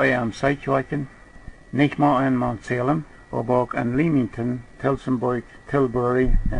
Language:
Plautdietsch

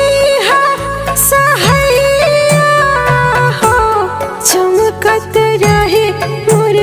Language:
Bhojpuri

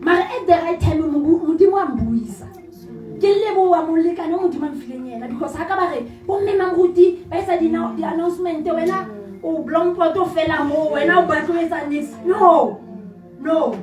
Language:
Southern Sotho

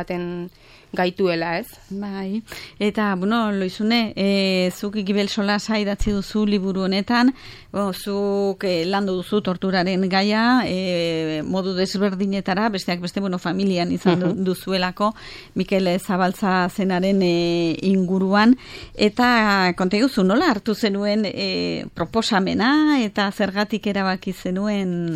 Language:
Basque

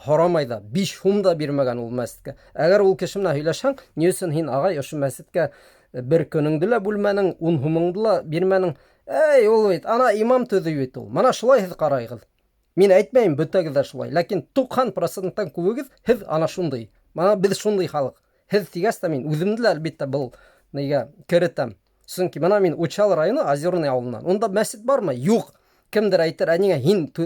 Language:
Bashkir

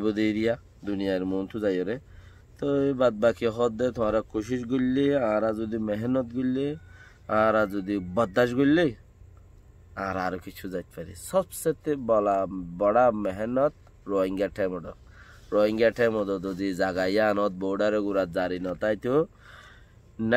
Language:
Rohingya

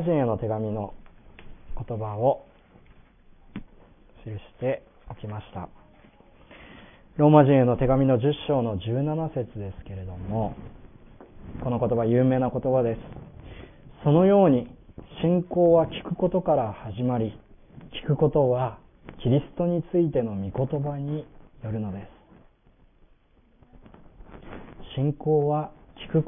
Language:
Japanese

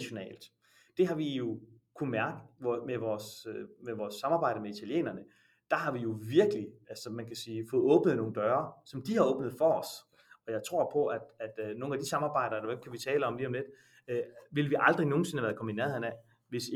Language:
Danish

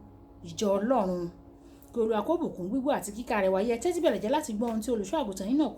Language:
Yoruba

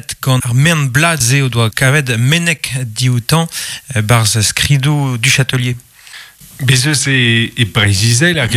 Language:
Breton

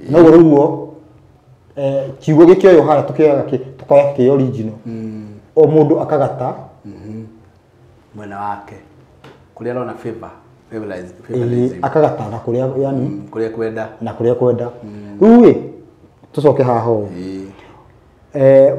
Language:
Kikuyu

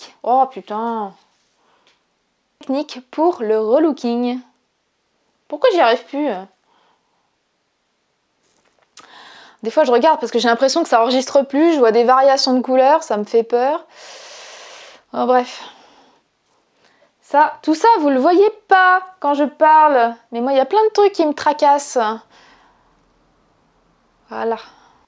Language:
French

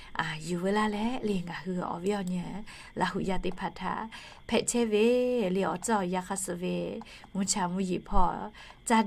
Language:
Lahu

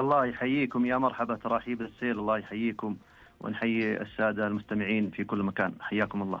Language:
Najdi Arabic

